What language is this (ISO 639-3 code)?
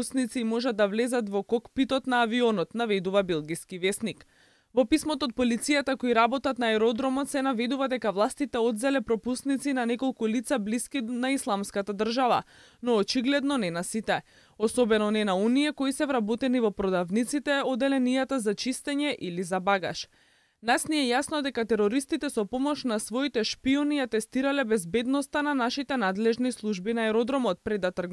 mkd